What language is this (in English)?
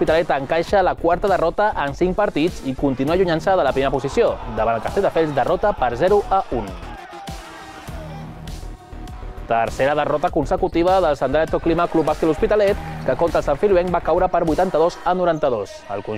Catalan